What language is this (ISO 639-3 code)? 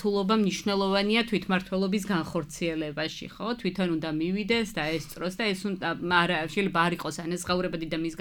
kat